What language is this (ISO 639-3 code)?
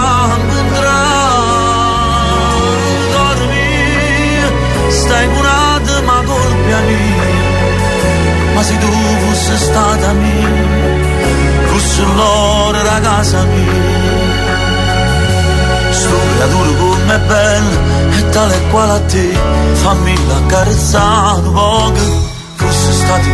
ita